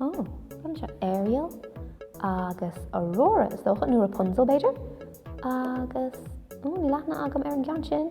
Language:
Irish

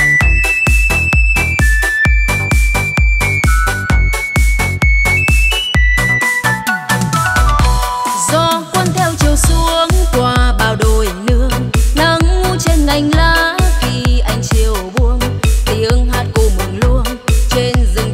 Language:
Vietnamese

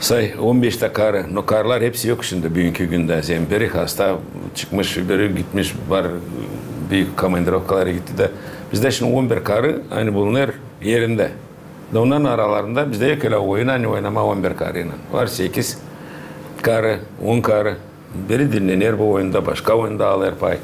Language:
Gagauz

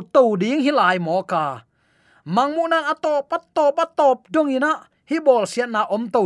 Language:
Tedim Chin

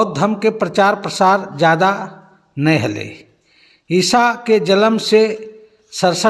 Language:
Magahi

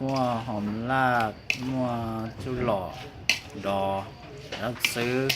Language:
Hmong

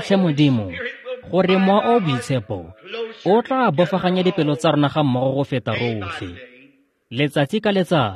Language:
Tswana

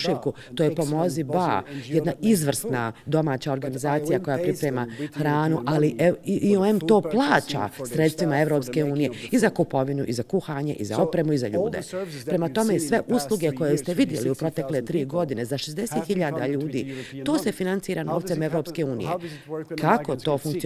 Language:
Bosnian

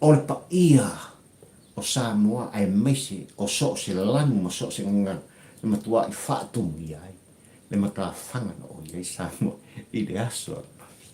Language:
Samoan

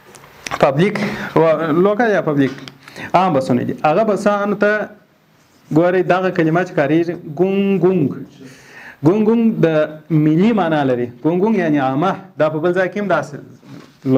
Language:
Pashto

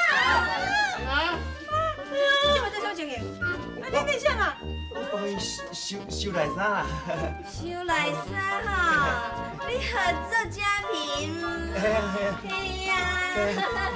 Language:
Min Nan Chinese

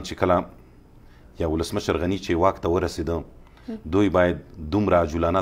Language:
Pashto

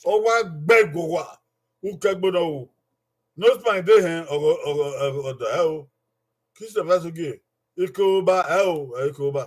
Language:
Bini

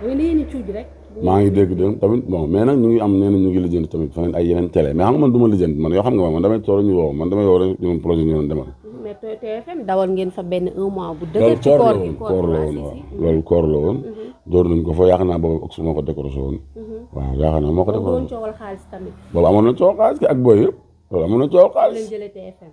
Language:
Wolof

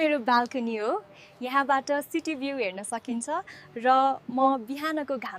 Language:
Nepali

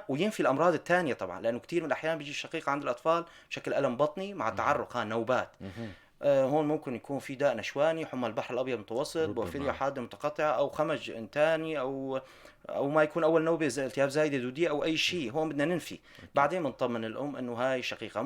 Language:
North Levantine Arabic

